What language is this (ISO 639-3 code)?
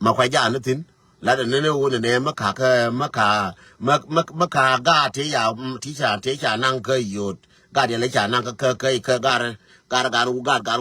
nus